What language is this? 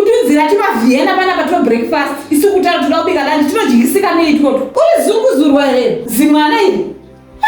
Shona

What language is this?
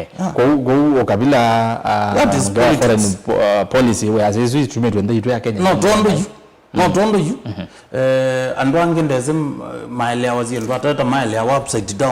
Kamba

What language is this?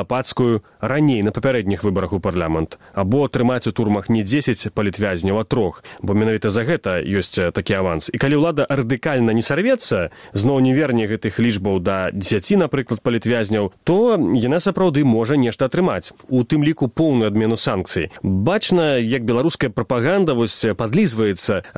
Belarusian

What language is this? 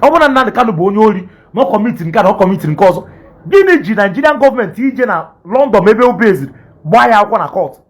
Igbo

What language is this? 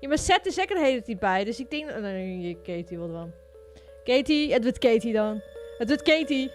Western Frisian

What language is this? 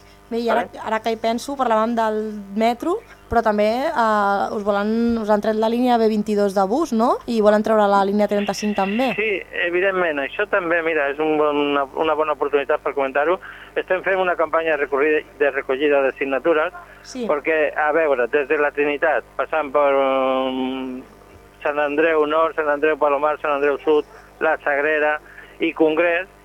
Catalan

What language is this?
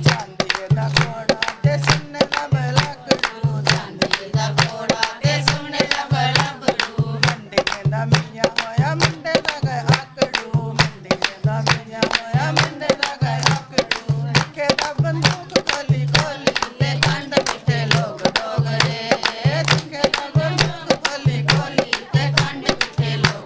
Dogri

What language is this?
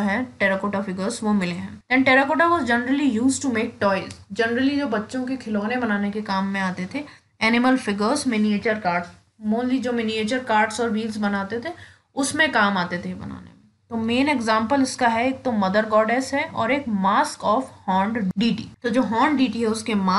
Hindi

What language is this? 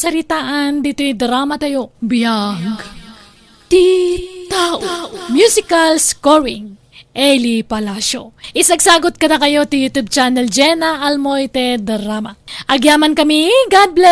Iloko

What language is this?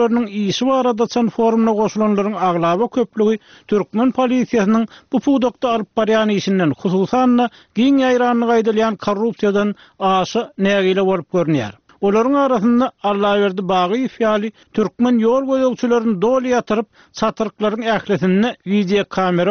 Turkmen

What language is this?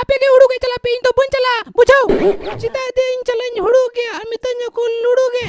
Santali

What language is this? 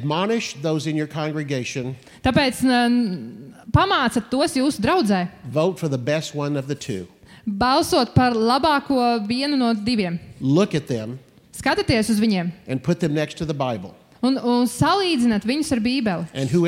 Latvian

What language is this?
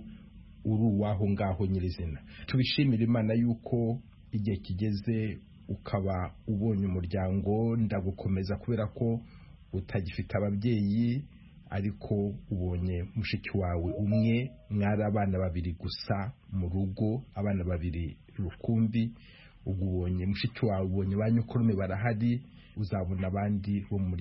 Kinyarwanda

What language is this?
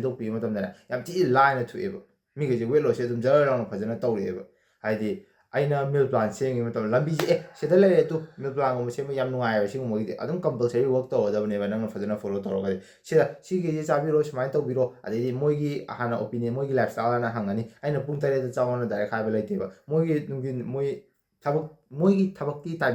Manipuri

